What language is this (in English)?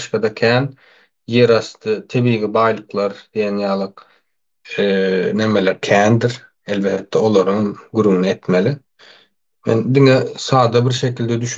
Turkmen